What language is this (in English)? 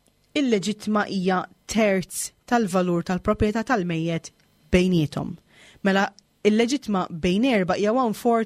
Maltese